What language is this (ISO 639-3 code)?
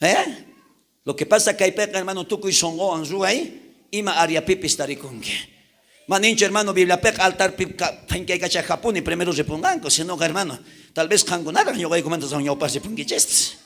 quh